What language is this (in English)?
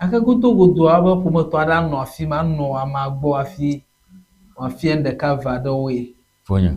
Ewe